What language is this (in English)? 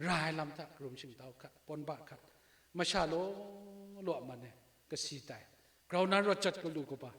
Kachin